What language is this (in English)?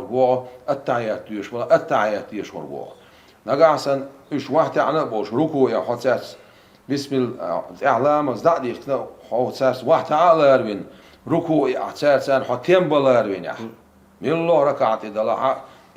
Chechen